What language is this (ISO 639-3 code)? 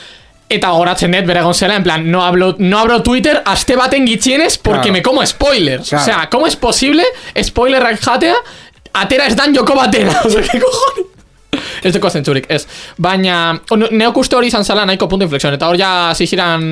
eus